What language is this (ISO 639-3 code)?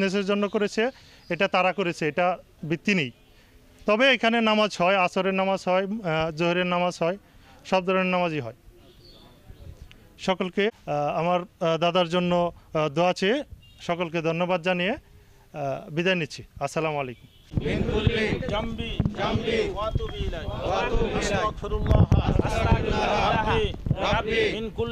ben